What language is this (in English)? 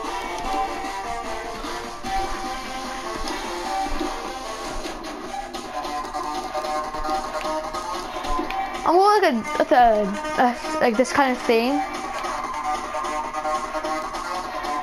English